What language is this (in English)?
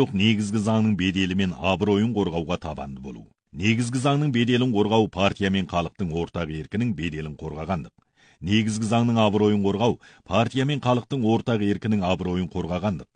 Kazakh